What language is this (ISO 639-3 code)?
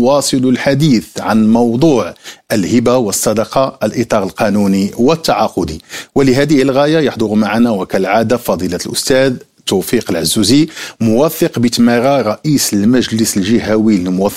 ara